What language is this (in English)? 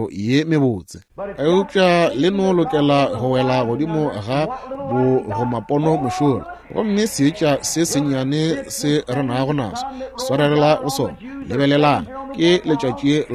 Northern Sotho